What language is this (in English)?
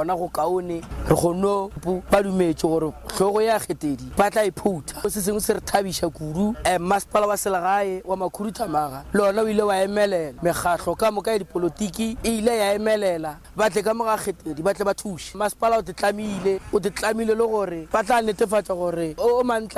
Northern Sotho